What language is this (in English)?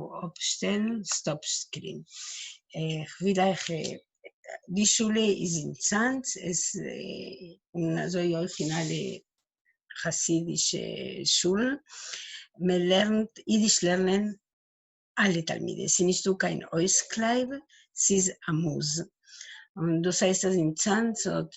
Yiddish